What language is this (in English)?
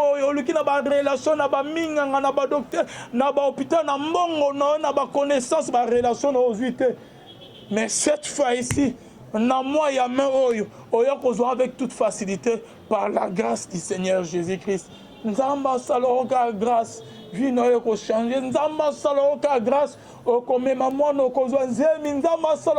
Lingala